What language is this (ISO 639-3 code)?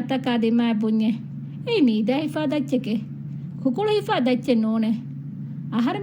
div